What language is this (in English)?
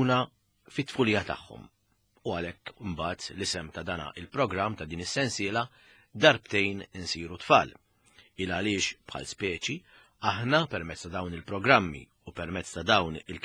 Maltese